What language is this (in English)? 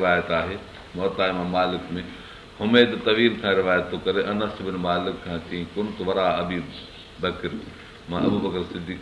Sindhi